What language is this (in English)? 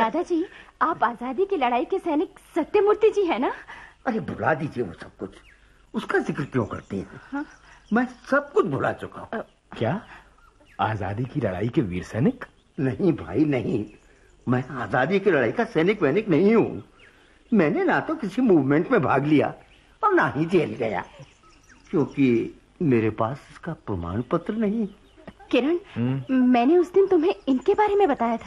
Hindi